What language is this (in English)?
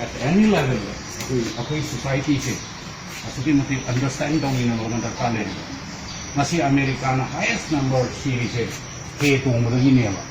Manipuri